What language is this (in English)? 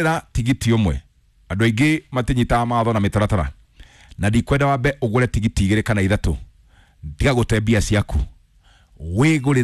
Kikuyu